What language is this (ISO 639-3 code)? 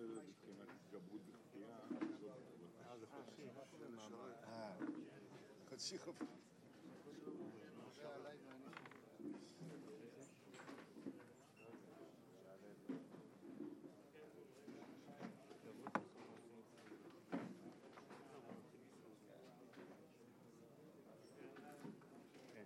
heb